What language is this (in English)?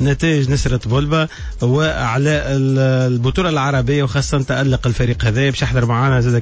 Tunisian Arabic